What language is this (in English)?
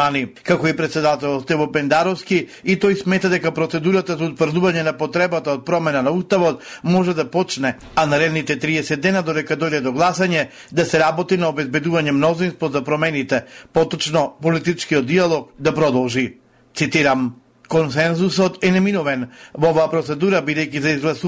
Macedonian